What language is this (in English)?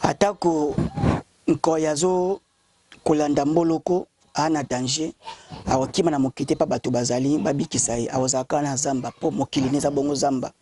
Lingala